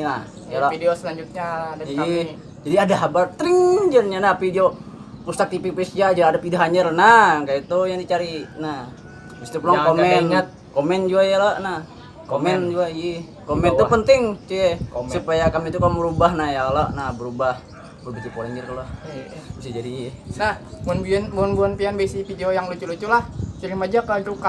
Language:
Banjar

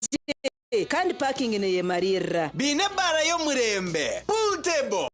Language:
Nyankole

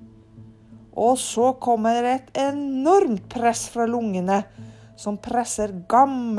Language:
Norwegian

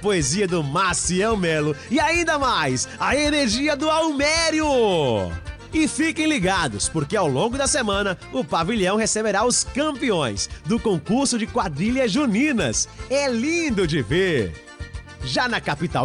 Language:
Portuguese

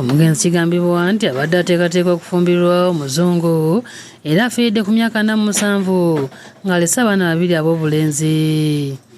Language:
Ganda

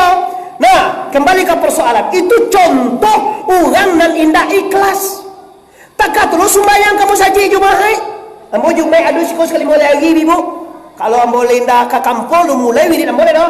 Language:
Minangkabau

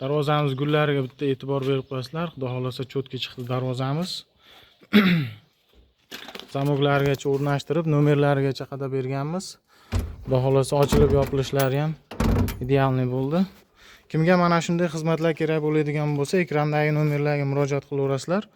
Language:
Uzbek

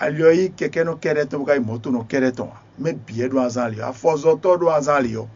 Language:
Fon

